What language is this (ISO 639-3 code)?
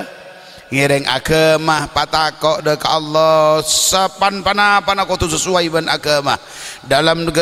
mad